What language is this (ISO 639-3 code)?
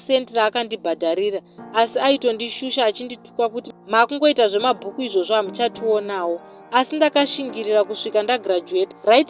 sna